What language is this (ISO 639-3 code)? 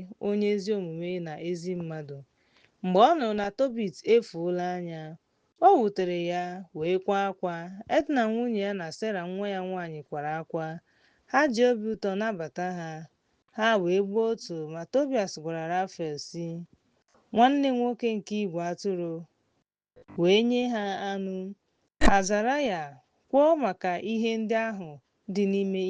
ibo